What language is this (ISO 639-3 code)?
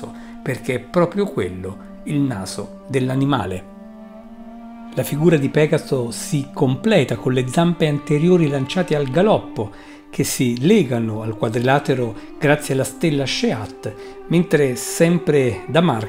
ita